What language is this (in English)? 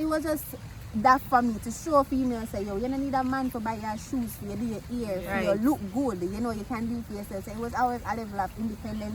Jamaican Creole English